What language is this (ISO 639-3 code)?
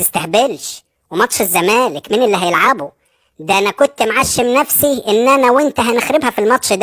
arz